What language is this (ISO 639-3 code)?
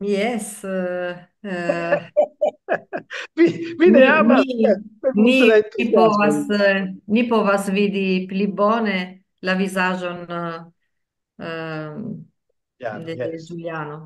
epo